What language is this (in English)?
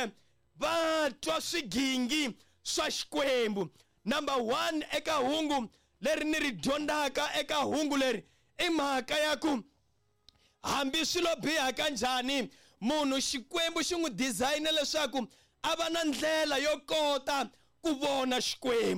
Tsonga